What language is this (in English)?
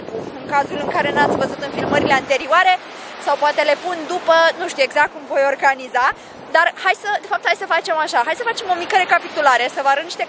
Romanian